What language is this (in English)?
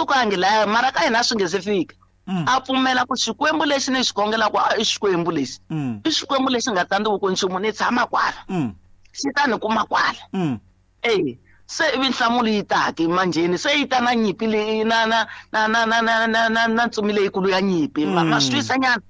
Tsonga